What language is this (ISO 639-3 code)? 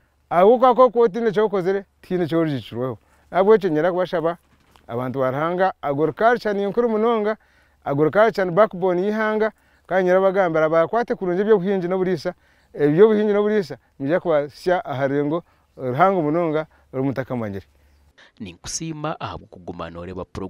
nyn